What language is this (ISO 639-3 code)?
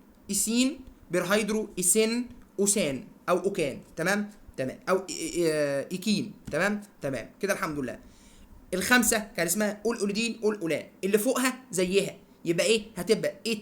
arz